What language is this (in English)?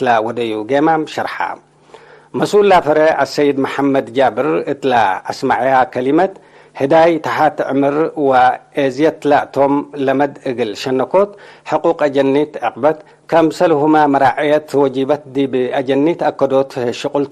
Tigre